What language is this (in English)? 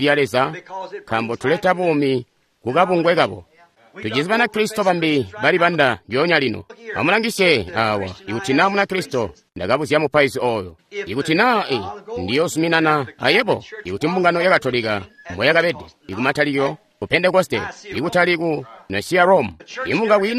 Tonga (Zambia)